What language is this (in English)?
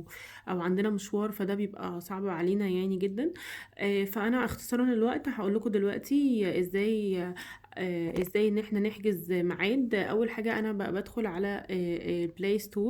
Egyptian Arabic